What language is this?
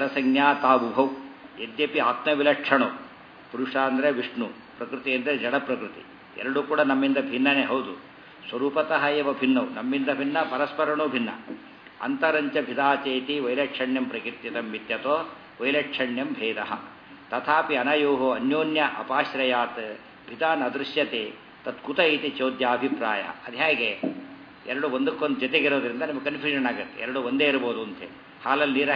Kannada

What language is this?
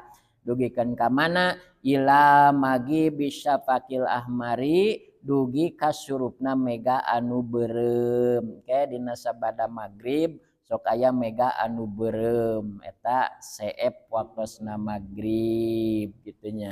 Sundanese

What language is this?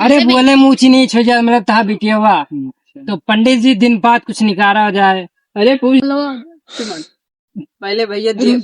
Awadhi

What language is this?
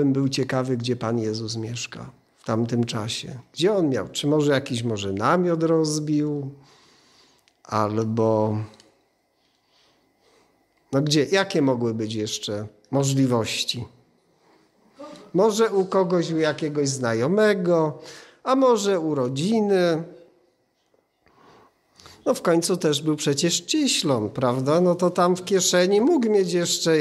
Polish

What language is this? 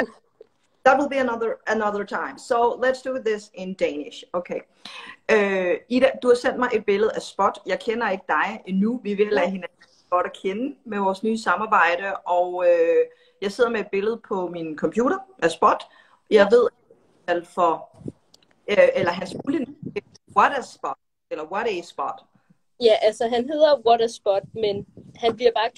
Danish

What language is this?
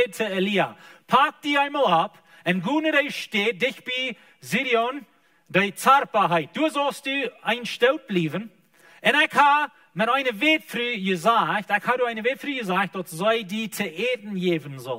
Plautdietsch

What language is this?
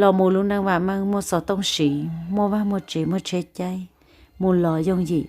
Hmong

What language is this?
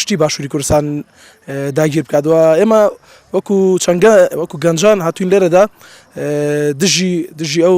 Central Kurdish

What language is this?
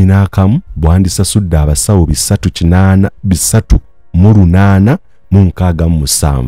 Ganda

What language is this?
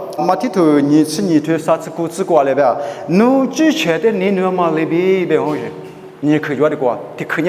Lisu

